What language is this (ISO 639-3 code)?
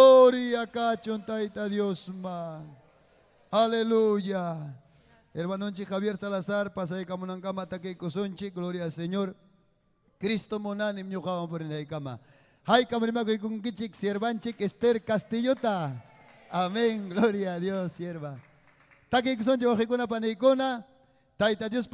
quy